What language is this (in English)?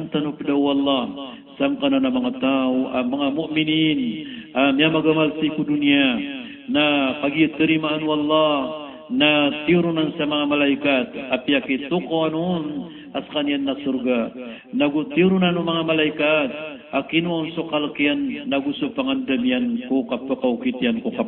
Maranao